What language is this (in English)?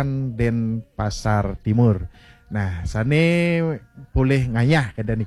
Balinese